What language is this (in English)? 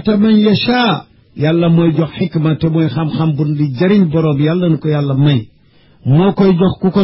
Wolof